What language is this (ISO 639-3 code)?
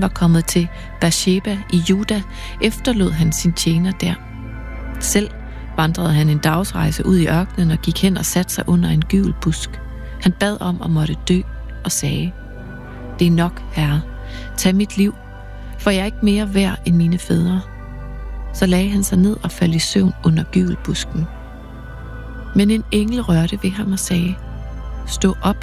dan